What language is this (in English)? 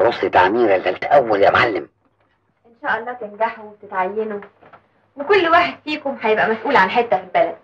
Egyptian Arabic